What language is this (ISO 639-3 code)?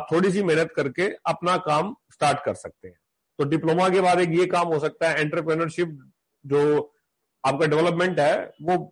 hin